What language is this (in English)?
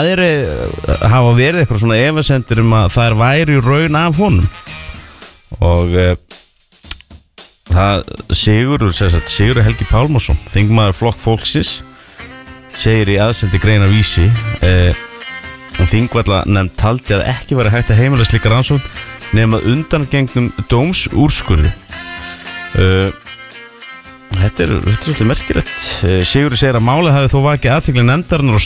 Icelandic